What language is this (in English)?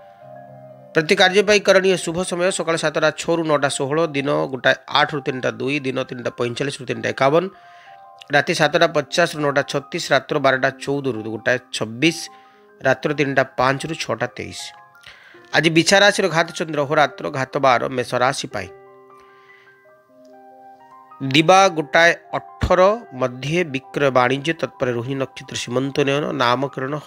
Odia